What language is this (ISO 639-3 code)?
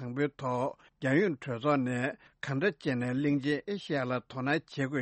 bod